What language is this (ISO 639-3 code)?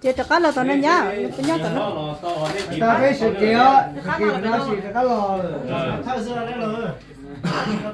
hmn